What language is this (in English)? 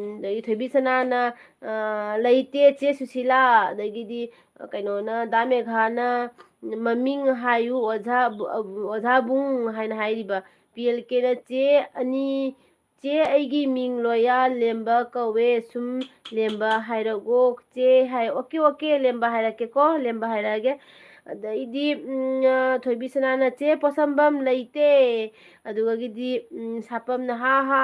Manipuri